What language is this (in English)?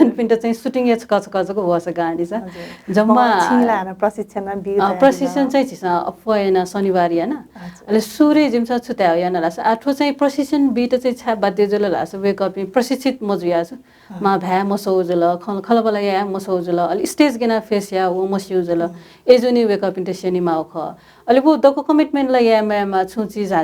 Newari